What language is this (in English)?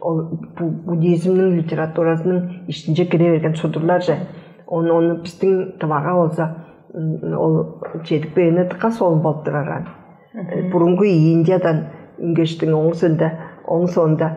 Tuvinian